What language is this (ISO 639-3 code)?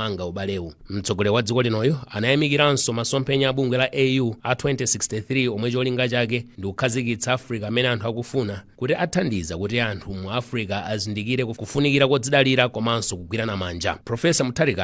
nya